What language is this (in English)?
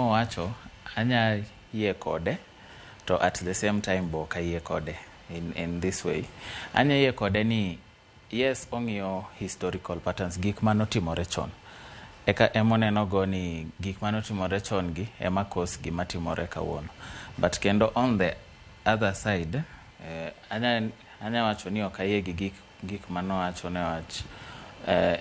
Luo (Kenya and Tanzania)